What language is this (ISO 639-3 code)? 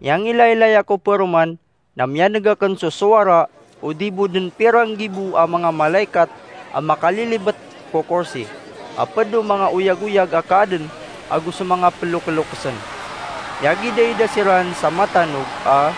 mrw